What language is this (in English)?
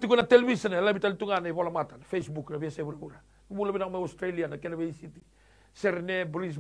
Fijian